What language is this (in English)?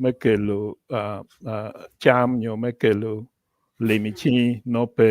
Acoli